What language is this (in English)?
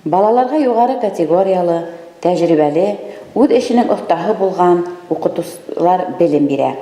Bashkir